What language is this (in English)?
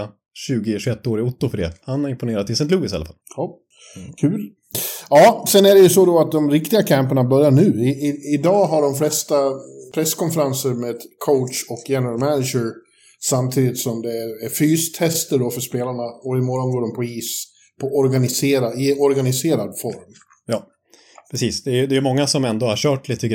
Swedish